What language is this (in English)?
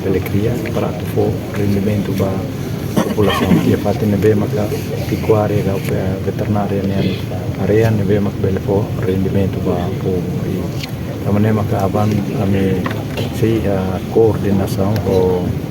Tetum